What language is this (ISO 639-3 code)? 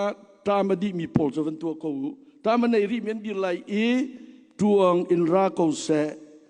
cnh